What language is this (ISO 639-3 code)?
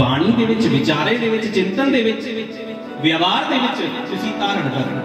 doi